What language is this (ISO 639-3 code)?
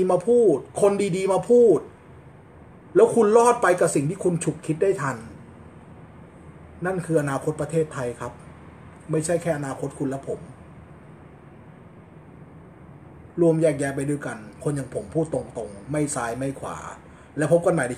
tha